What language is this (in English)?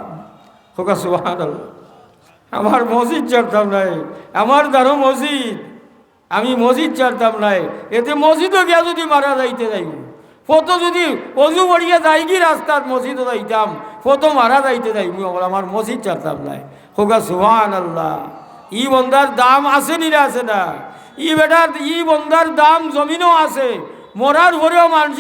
Sylheti